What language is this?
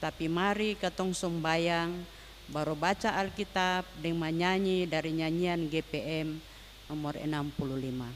Ambonese Malay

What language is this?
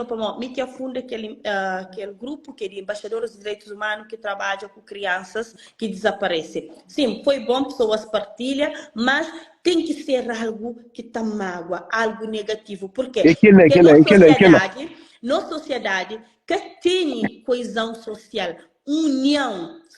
Kabuverdianu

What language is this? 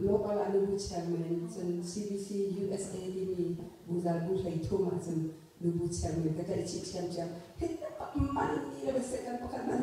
Hakha Chin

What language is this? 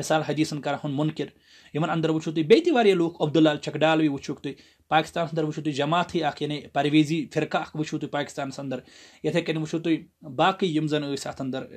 Kashmiri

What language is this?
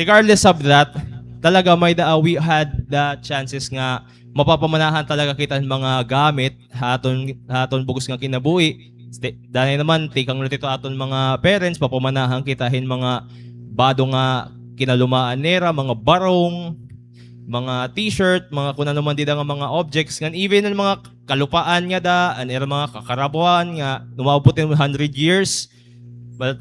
Waray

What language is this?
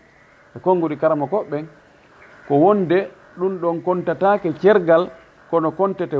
Fula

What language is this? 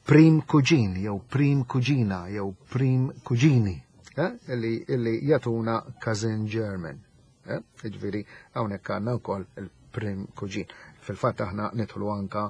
Maltese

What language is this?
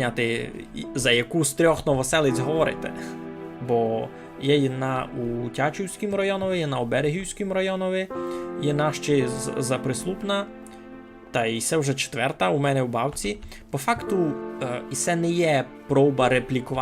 Rusyn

